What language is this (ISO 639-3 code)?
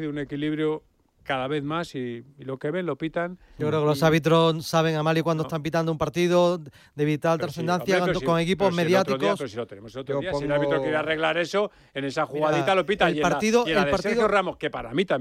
spa